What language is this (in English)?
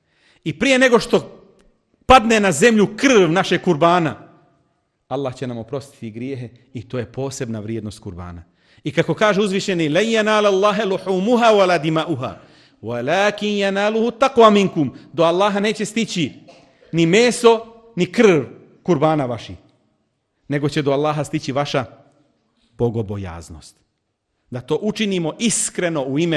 Bosnian